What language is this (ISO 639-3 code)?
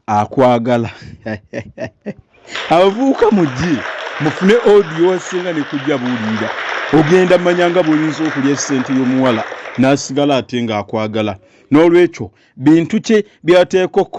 lug